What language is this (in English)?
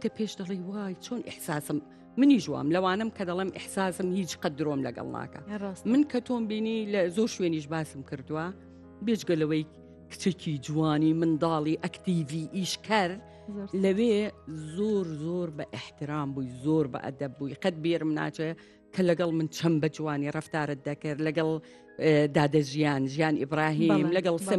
Central Kurdish